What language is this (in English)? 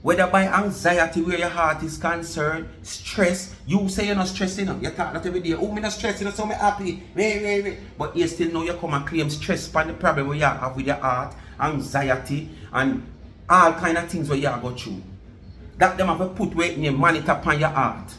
Jamaican Creole English